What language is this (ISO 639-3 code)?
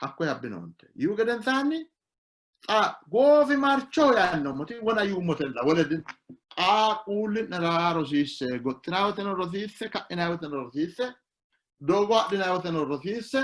sid